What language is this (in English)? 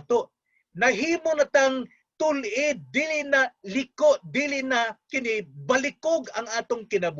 Cebuano